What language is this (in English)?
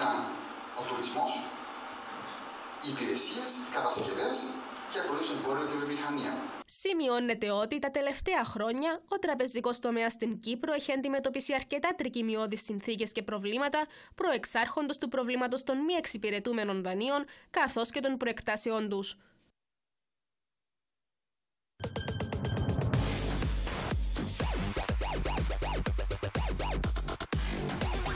Greek